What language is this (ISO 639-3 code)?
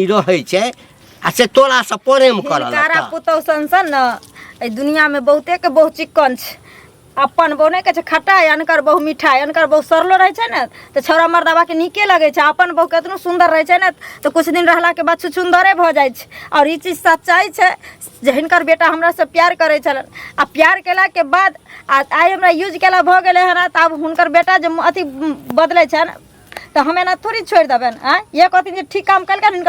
mai